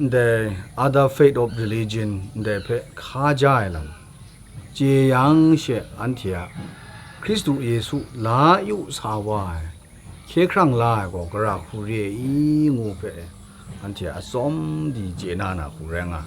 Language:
Kachin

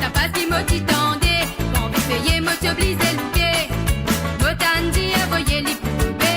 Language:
Morisyen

